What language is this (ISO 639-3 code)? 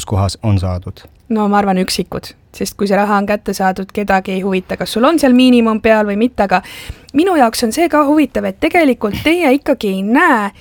est